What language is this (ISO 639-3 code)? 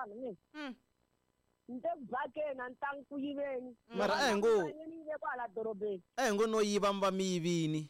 tso